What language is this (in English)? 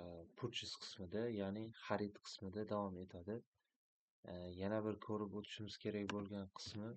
Uzbek